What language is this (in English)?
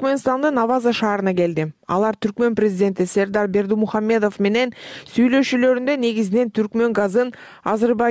Kyrgyz